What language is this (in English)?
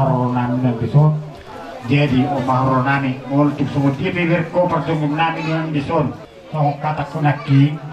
Batak Toba